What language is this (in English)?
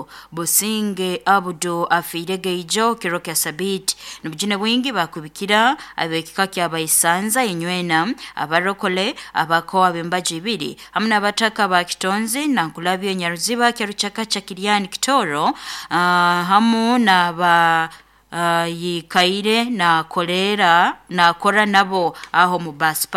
Nyoro